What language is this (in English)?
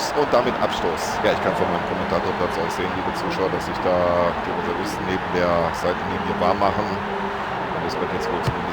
Bavarian